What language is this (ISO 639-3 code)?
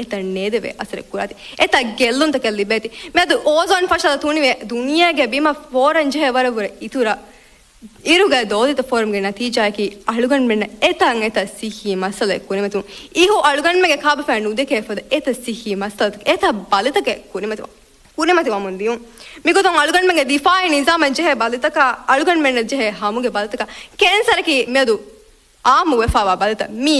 div